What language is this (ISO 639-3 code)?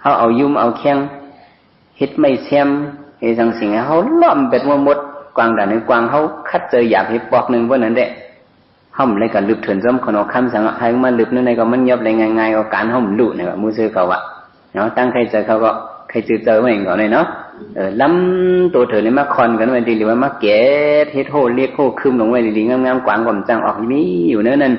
shn